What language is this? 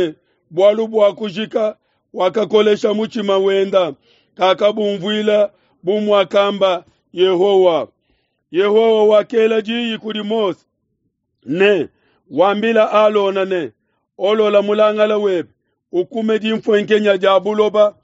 Luba-Lulua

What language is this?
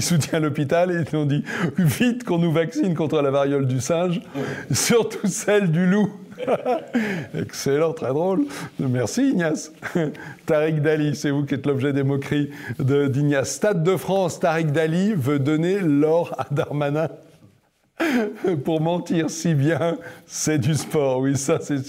French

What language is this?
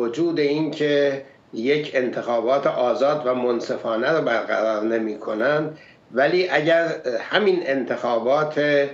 Persian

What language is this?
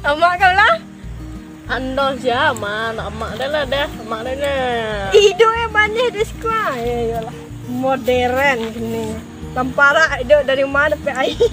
Minangkabau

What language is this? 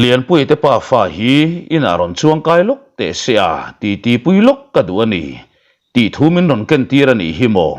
Mizo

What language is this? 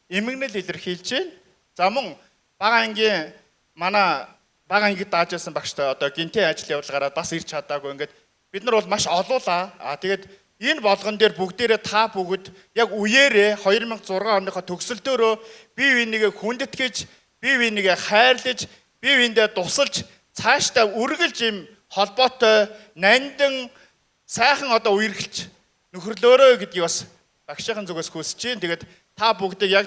Mongolian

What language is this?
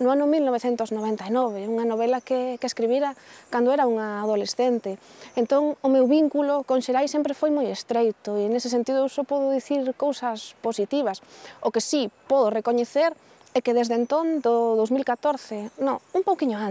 Galician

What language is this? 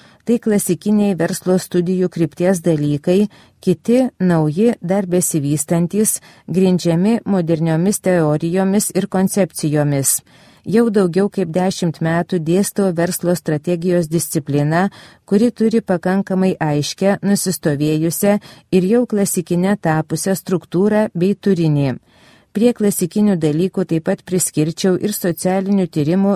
Lithuanian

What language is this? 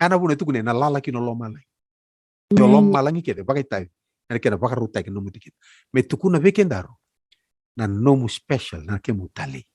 Fijian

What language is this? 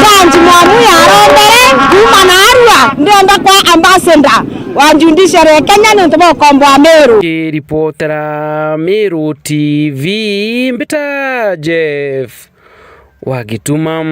Meru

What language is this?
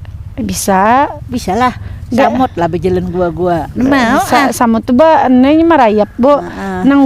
Banjar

